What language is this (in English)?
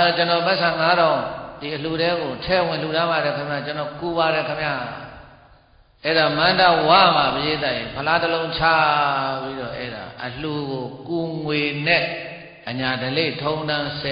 Burmese